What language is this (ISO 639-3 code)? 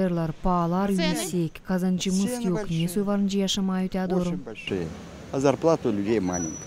gag